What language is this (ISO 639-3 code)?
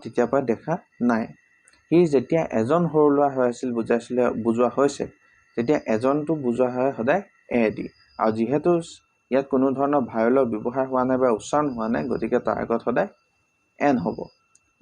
asm